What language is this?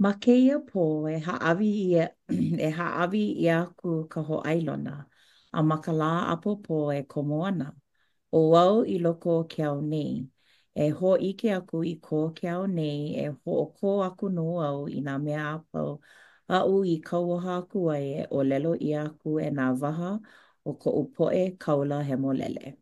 Hawaiian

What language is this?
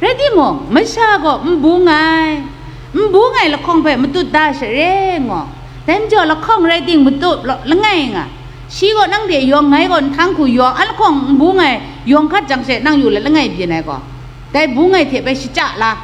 Kachin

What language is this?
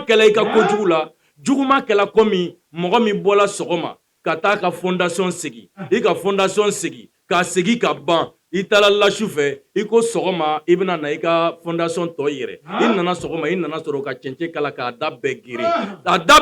Bambara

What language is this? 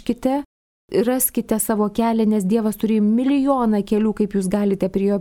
Lithuanian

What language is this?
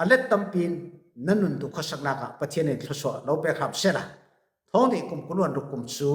Falam Chin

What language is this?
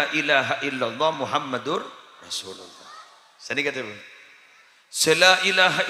Madurese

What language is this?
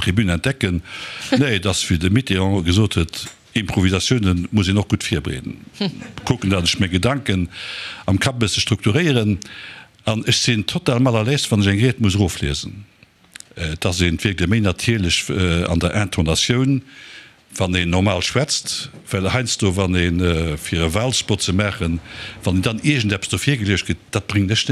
Luxembourgish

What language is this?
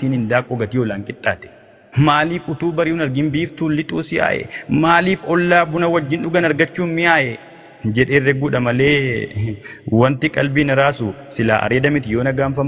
Oromo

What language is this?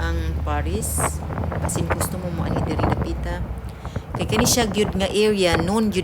Cebuano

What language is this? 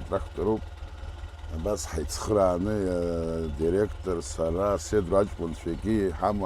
Abkhazian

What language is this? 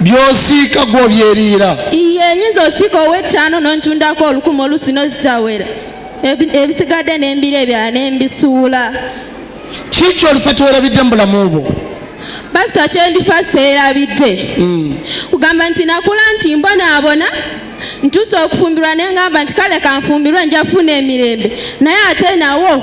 Ganda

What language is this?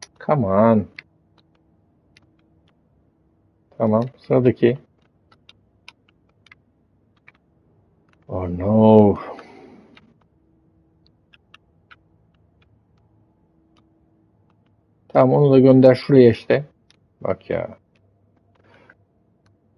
Turkish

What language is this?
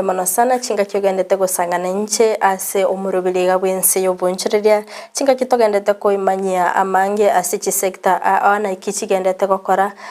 Gusii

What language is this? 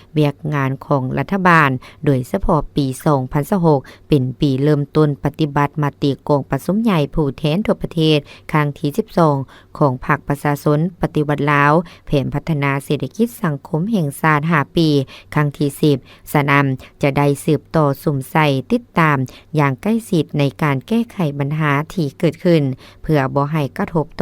Lao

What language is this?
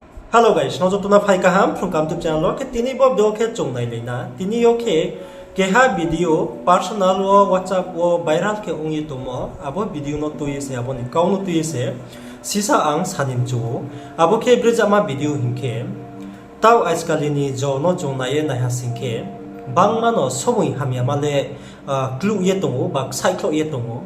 Riang (India)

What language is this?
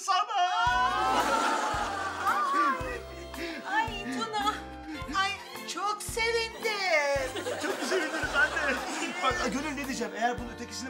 Turkish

